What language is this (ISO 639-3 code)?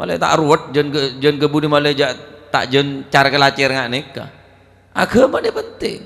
mad